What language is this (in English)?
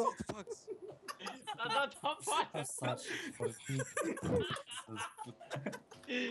Romanian